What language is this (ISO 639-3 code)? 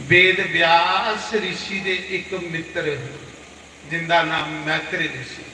doi